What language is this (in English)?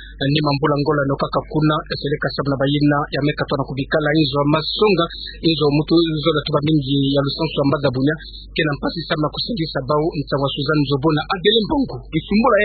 Kituba (Democratic Republic of Congo)